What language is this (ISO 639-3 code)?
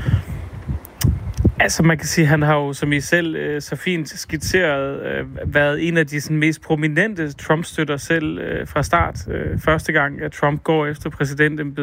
dan